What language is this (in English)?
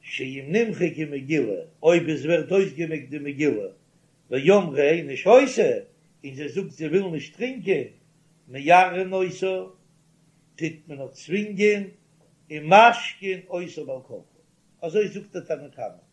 Yiddish